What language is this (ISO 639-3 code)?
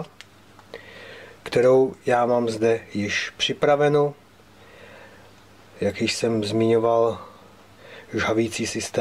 ces